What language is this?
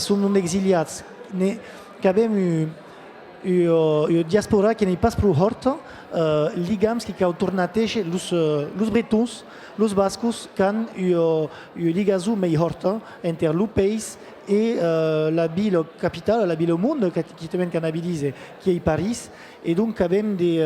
Occitan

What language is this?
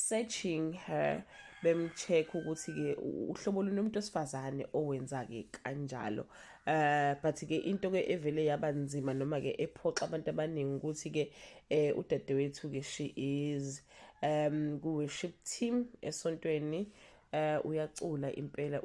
Zulu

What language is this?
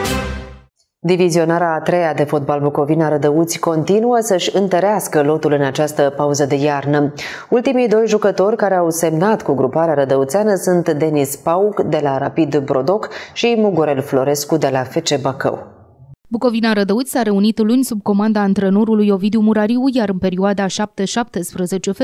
Romanian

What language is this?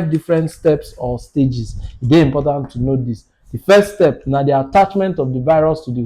Nigerian Pidgin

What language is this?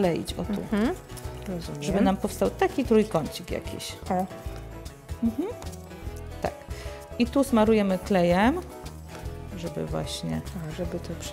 Polish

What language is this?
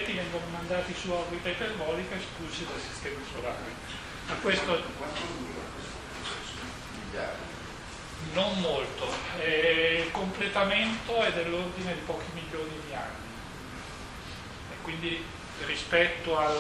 Italian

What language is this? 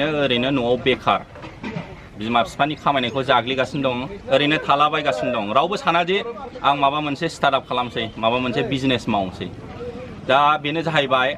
Bodo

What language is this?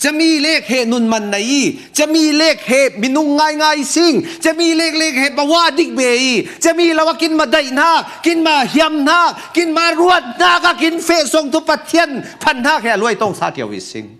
Falam Chin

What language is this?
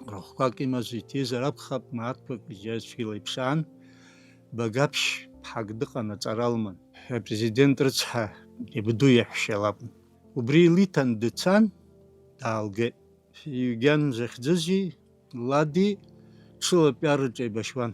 Abkhazian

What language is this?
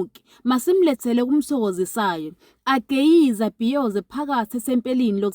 Zulu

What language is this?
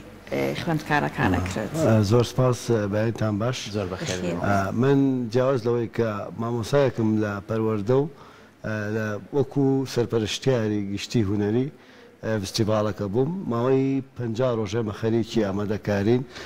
Central Kurdish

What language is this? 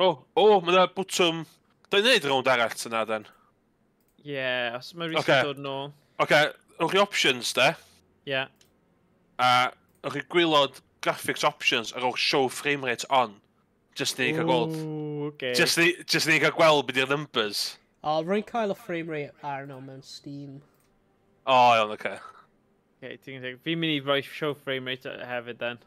Welsh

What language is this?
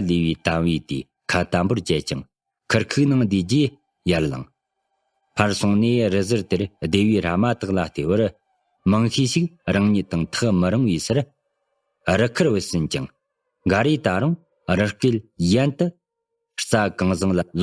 Tibetan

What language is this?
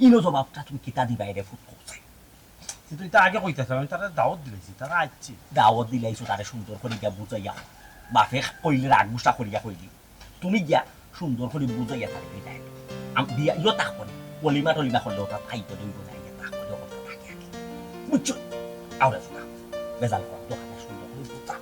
Sylheti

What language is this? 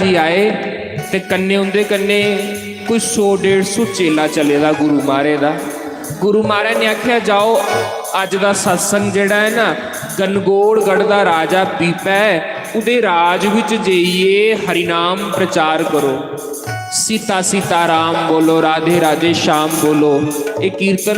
Dogri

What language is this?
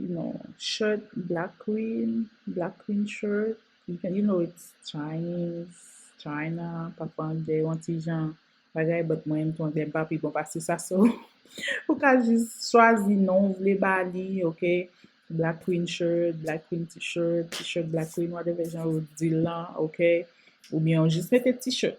Haitian Creole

